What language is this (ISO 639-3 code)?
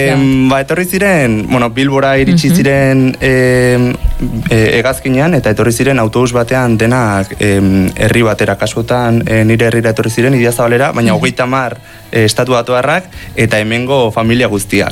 eus